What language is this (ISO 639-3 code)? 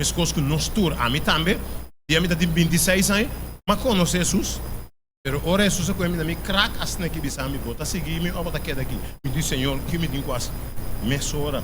pap